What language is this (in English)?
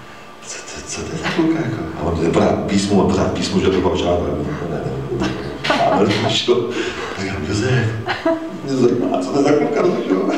Czech